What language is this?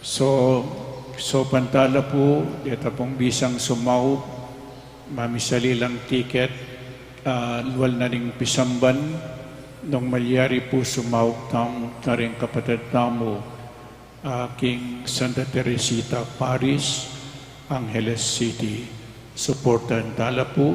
Pampanga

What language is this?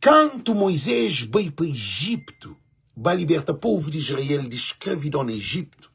Kabuverdianu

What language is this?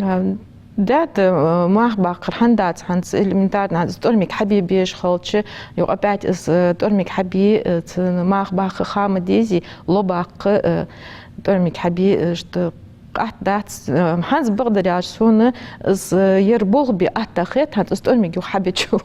Ingush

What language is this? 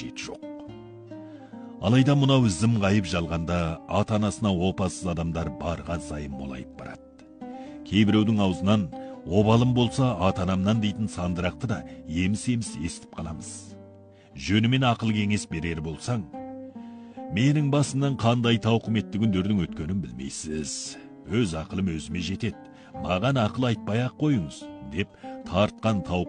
Kazakh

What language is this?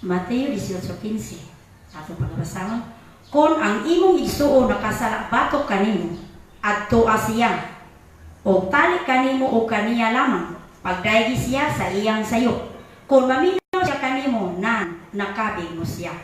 Cebuano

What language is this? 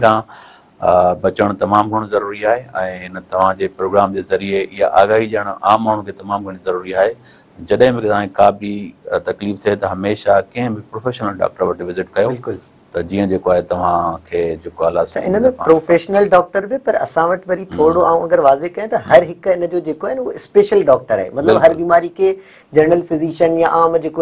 Sindhi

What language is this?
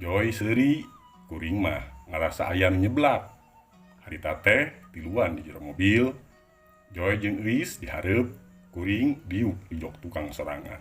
Sundanese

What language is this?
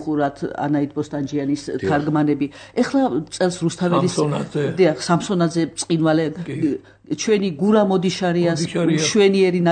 Georgian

